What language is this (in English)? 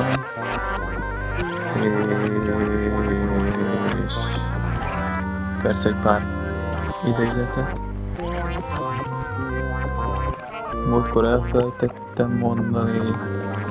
Hungarian